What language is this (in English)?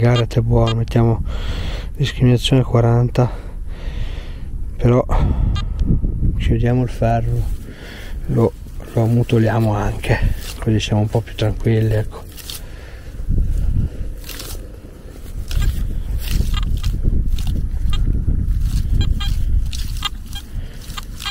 Italian